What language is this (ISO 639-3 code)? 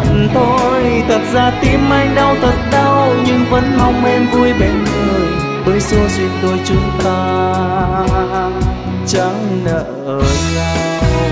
vie